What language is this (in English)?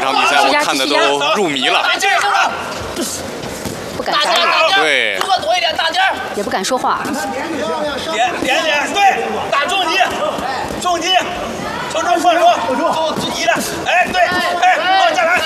Chinese